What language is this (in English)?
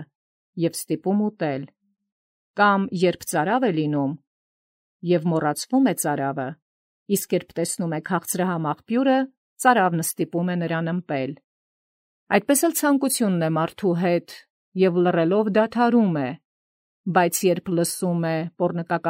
Armenian